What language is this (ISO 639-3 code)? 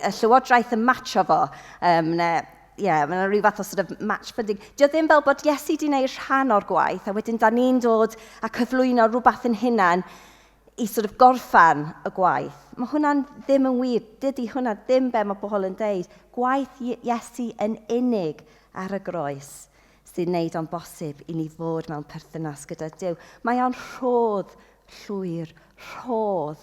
cym